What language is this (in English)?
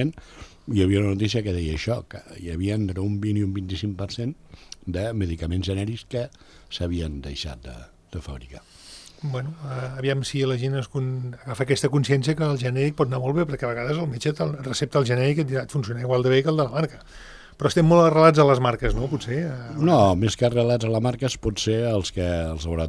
Catalan